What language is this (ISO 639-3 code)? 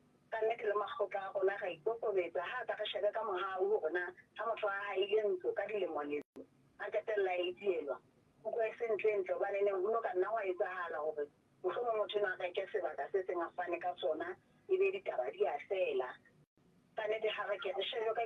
sot